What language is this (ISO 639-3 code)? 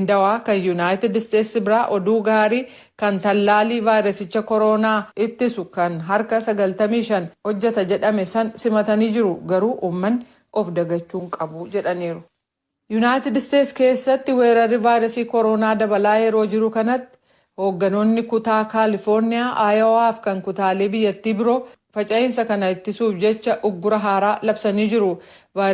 orm